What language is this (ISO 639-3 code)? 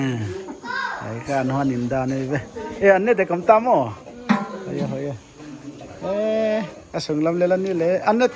pck